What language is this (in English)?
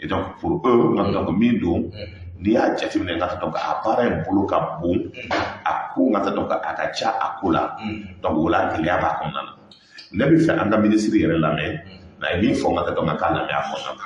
Bambara